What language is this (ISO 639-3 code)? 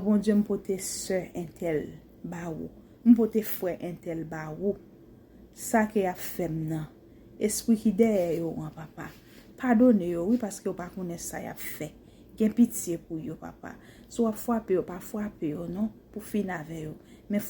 hat